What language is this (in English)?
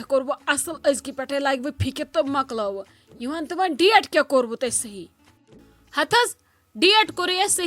Kashmiri